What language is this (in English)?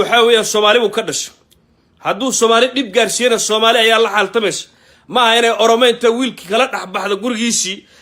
Somali